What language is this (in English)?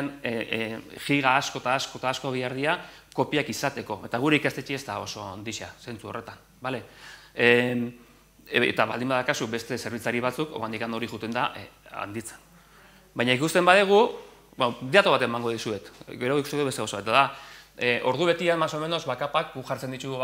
Basque